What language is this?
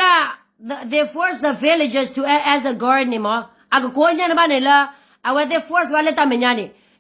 S'gaw Karen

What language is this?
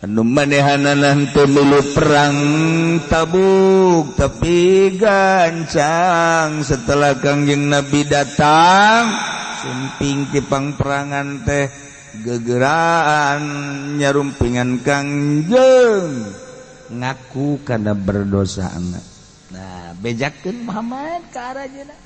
Sundanese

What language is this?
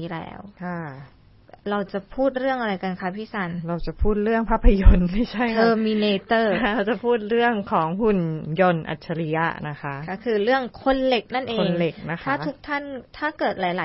Thai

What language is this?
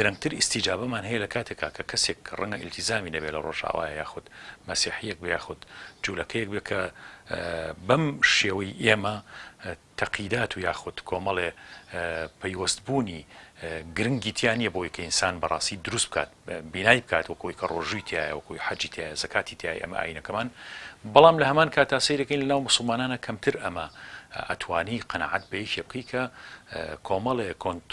Central Kurdish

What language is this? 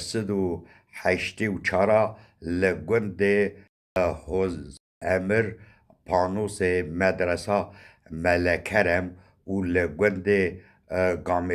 Kurdish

